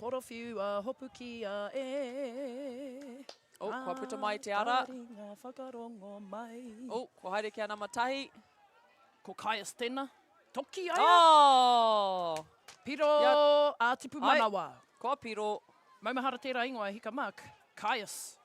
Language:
Māori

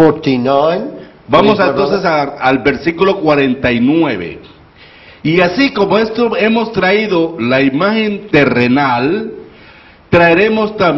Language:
Spanish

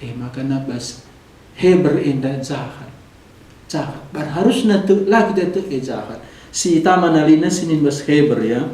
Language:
Batak Karo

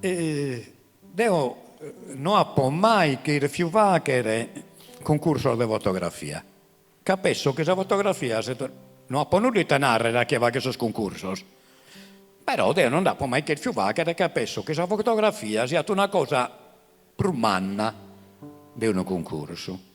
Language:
Sardinian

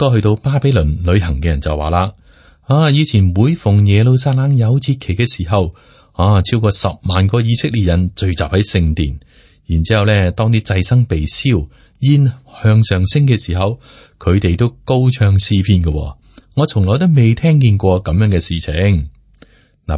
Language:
Cantonese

